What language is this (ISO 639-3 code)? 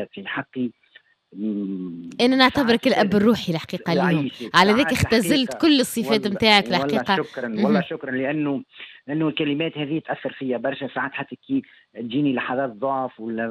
aeb